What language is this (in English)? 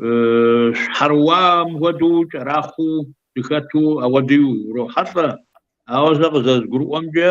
Kabardian